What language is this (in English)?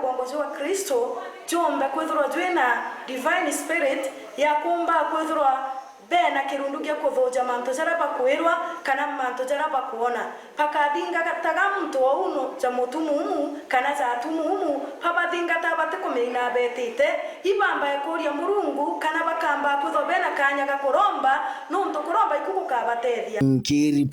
Meru